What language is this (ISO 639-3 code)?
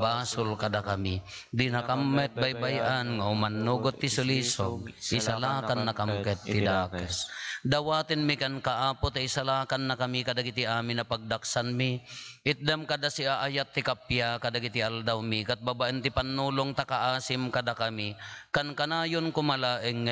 ilo